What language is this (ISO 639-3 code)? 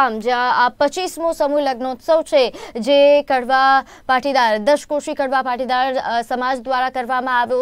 guj